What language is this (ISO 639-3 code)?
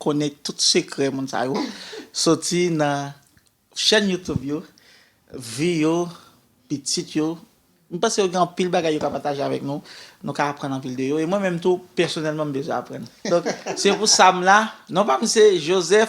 hat